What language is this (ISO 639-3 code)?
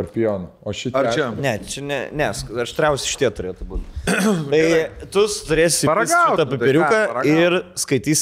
lit